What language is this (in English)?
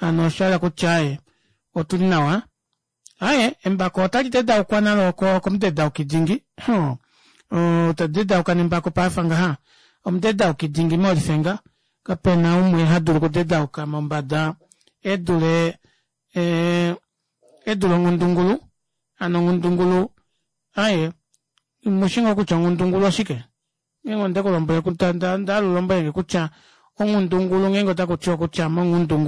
Kuanyama